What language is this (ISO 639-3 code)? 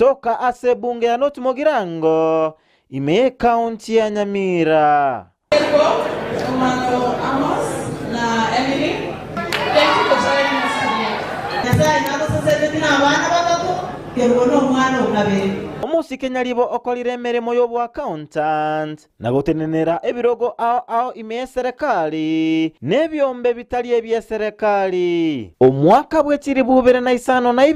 guz